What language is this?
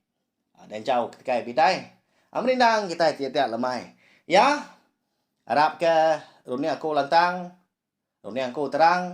Iban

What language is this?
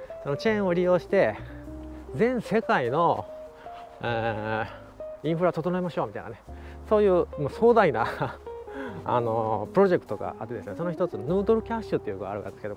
Japanese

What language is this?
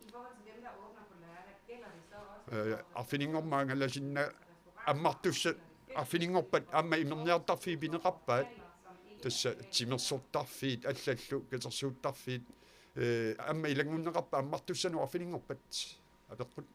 Kalaallisut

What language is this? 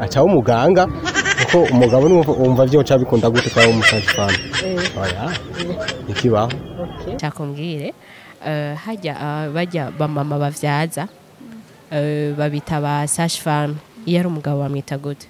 Rundi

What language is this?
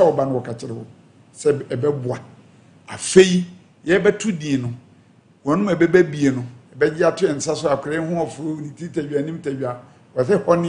Akan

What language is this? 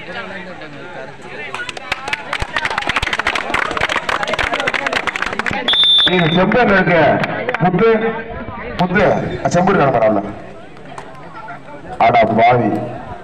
Tamil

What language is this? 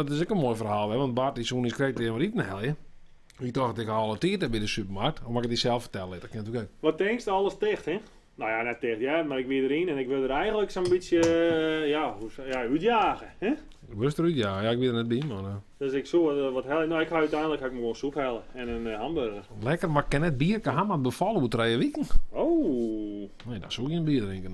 Western Frisian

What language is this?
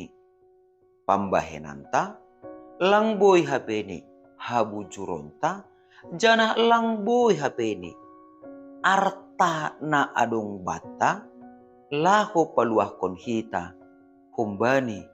Batak Simalungun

